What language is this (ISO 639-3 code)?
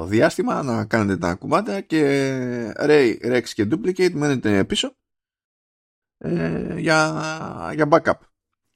ell